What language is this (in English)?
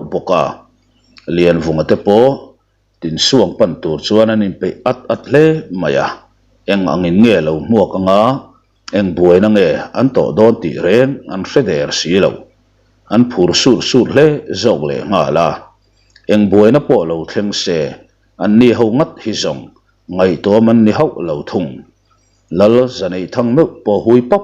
Mizo